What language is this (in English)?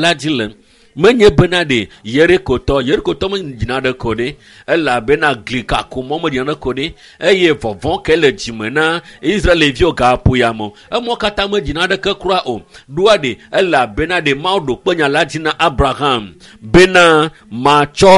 Ewe